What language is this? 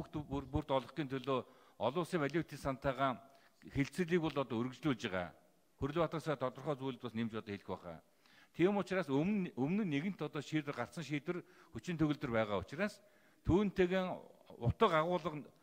Mongolian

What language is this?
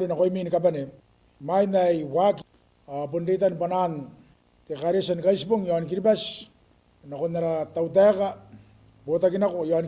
Gilbertese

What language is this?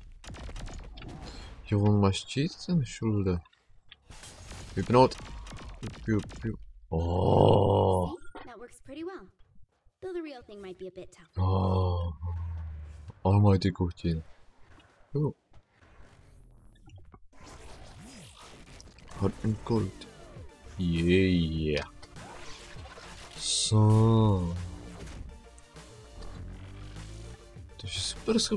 Czech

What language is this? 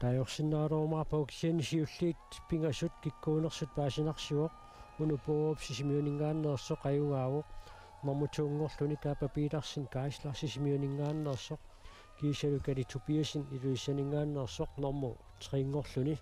Kalaallisut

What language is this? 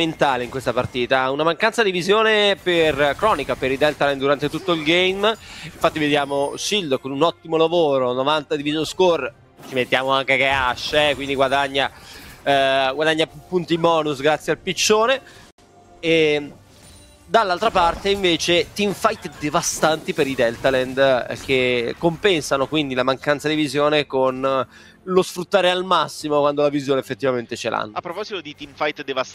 Italian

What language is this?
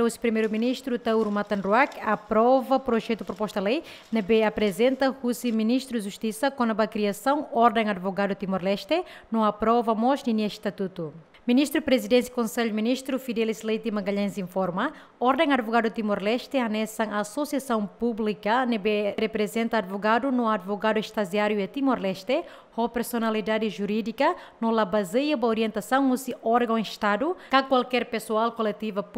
Tetum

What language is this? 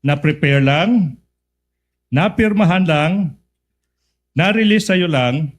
Waray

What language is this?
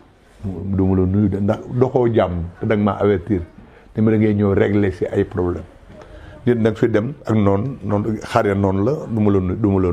Wolof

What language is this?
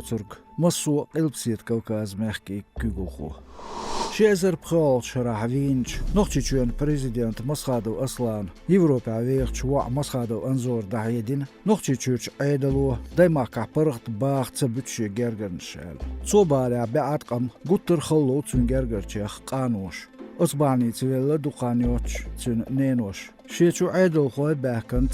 Chechen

